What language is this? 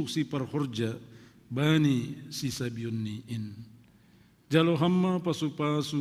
Batak Simalungun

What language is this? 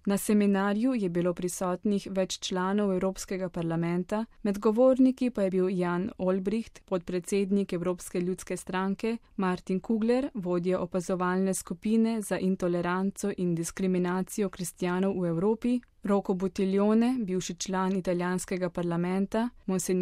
Slovenian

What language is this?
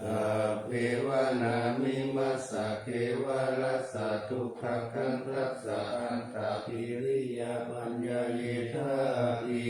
Pali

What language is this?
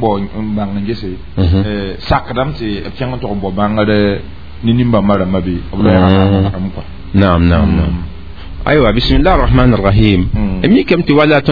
Mossi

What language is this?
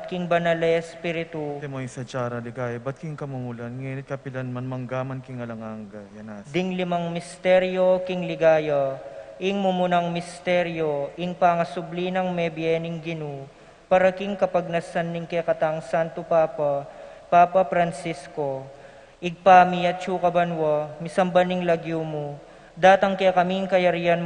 Pampanga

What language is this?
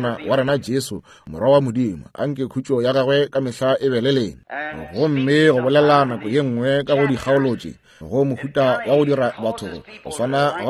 Northern Sotho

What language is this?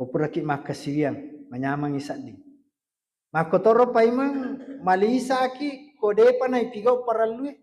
Buginese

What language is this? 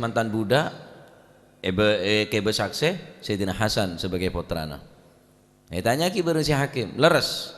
Madurese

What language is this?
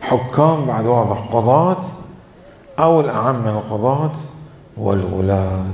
Mesopotamian Arabic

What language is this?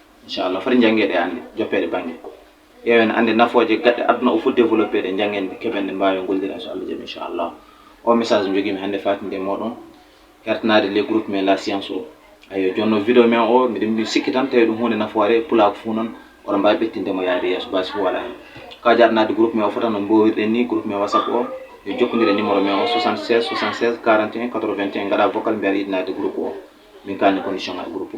Fula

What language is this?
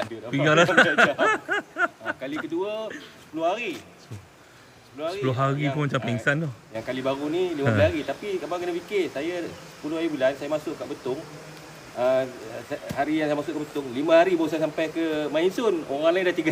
Malay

